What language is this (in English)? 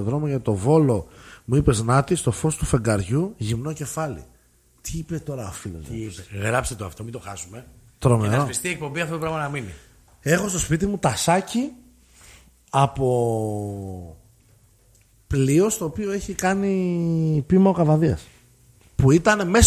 Greek